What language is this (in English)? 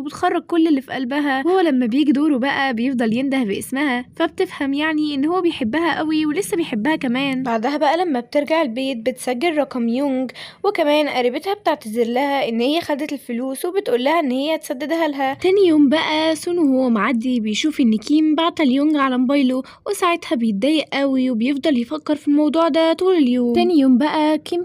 Egyptian Arabic